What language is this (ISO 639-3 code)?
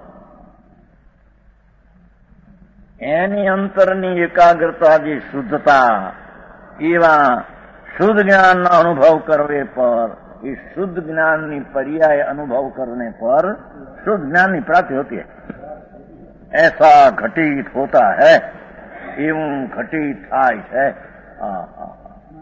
guj